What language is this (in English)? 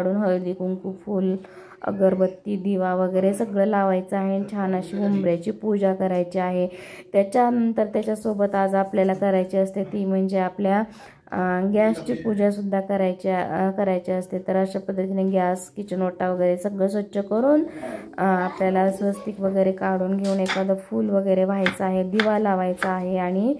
Marathi